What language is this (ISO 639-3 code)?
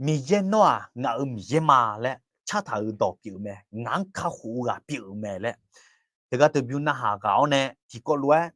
ahk